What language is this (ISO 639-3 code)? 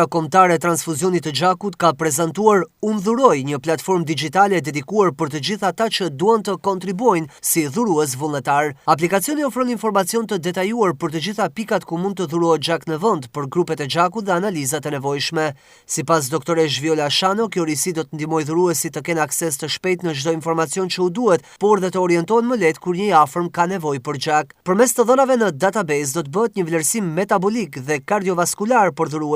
sqi